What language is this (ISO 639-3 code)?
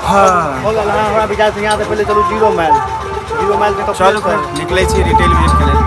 mai